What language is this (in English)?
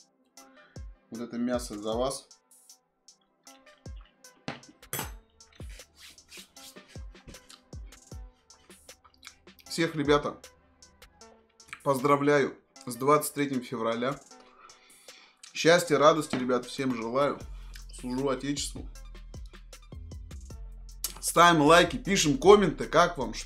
Russian